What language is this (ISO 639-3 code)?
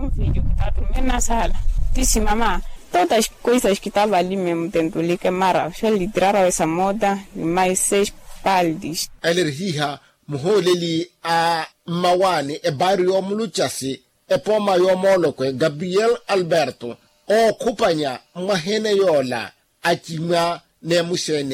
vmw